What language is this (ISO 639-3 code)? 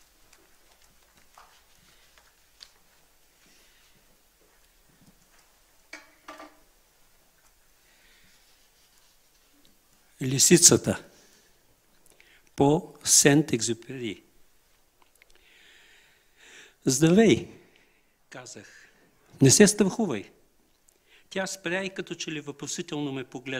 bul